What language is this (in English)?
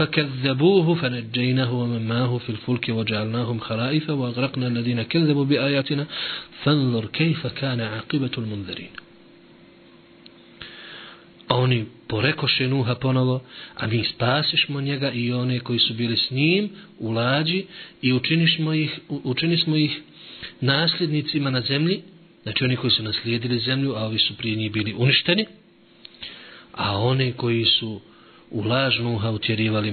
Bosnian